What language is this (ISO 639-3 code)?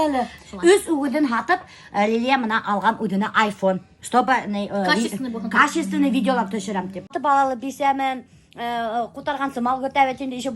bak